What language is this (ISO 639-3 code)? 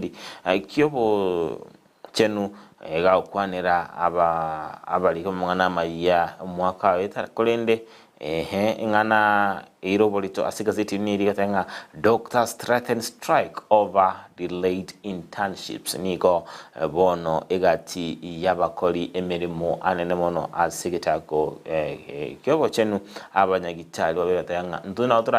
guz